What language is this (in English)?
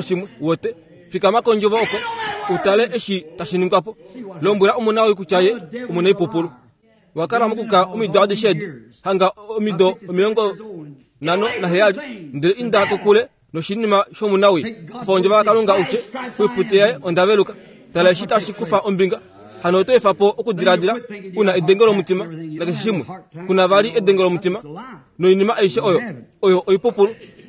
Kuanyama